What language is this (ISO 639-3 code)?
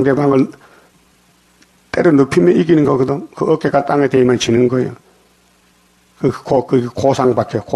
kor